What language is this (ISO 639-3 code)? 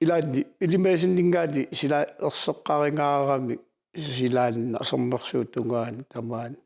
kal